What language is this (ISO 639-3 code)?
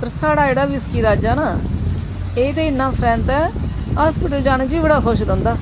doi